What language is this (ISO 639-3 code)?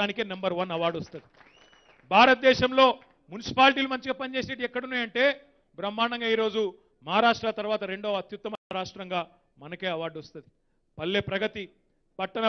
tel